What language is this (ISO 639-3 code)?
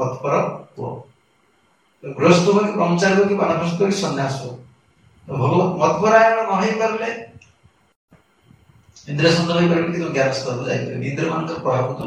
ori